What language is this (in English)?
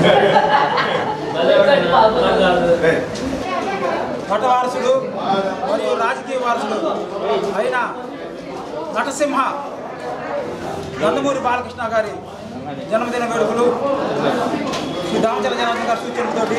Telugu